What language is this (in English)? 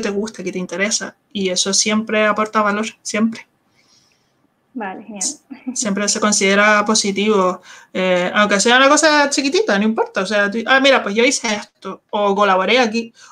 Spanish